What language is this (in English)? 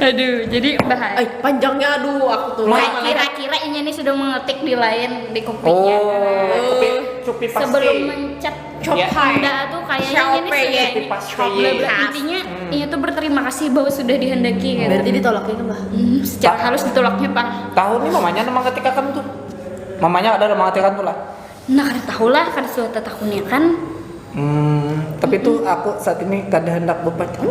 Banjar